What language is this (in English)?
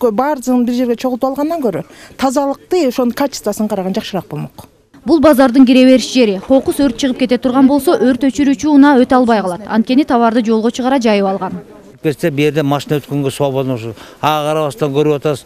Kyrgyz